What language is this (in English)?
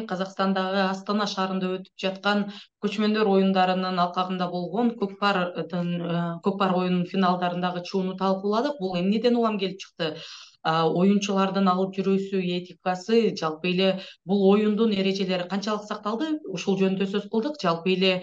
Kyrgyz